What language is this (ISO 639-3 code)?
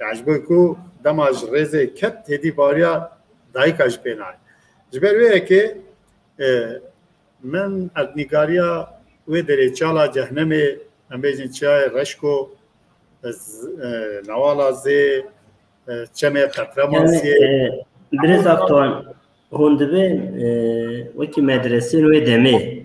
kur